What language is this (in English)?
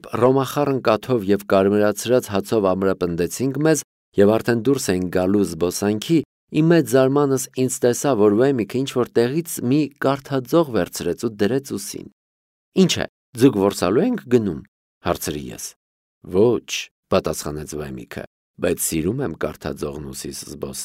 Armenian